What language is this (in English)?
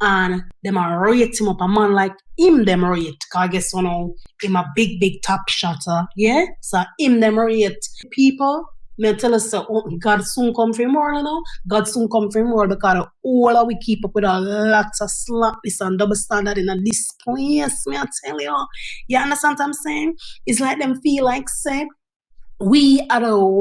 Jamaican Creole English